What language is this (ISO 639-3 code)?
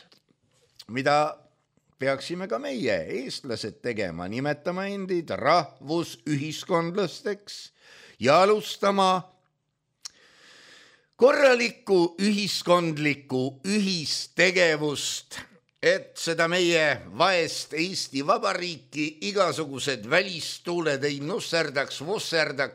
est